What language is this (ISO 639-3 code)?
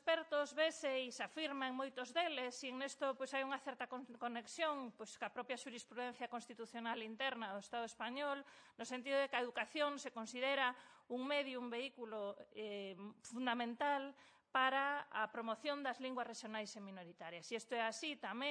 glg